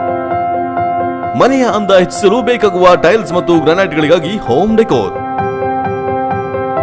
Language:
Kannada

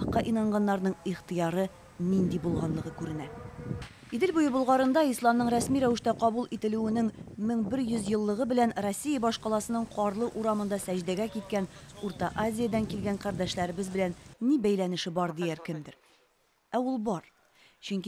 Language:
Tatar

